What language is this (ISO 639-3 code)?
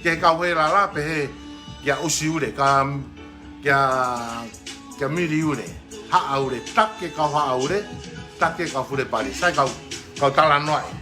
ton